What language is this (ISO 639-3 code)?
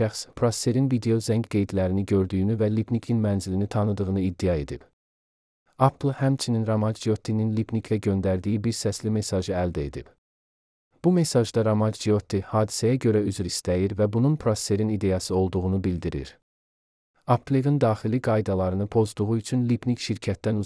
aze